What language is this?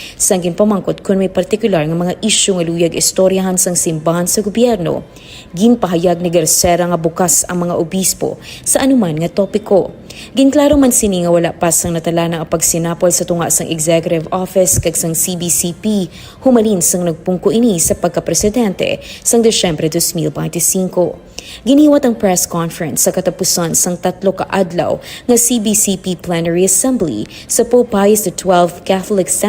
Hiligaynon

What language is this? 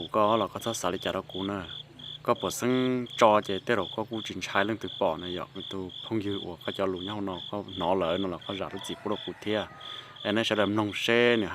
Hmong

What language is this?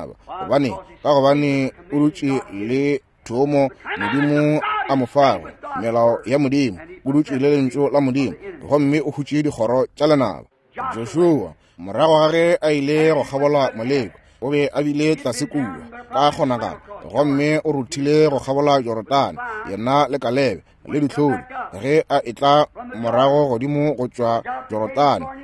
Northern Sotho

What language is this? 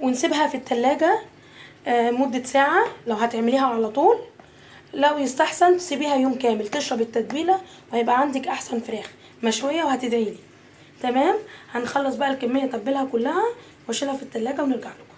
Egyptian Arabic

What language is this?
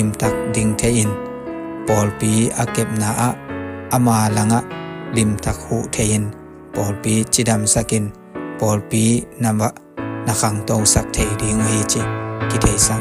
Tedim Chin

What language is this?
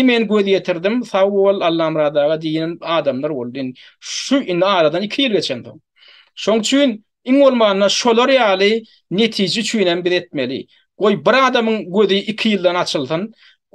Turkmen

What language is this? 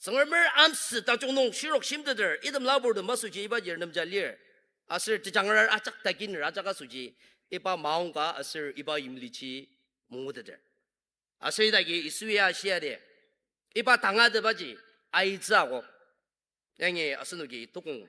Ao Naga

